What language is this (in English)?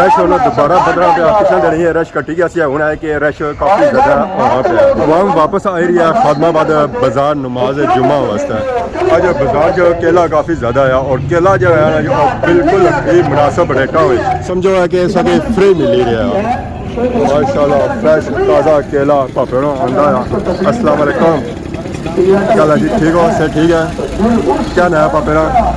Pahari-Potwari